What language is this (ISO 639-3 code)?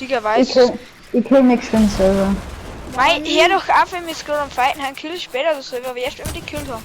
bar